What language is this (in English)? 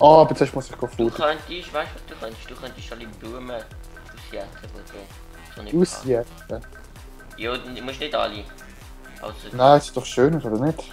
Swiss German